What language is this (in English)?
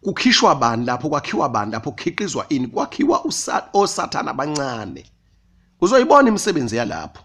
Zulu